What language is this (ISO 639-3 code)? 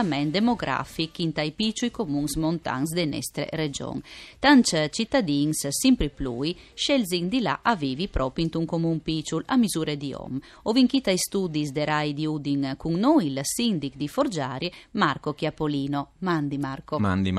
fur